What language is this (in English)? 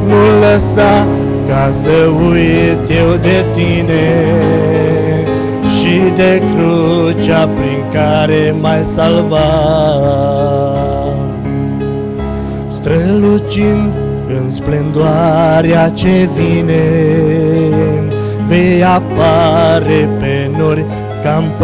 Romanian